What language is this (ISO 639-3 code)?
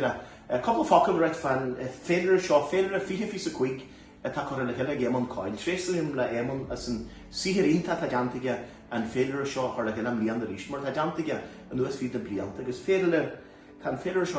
gle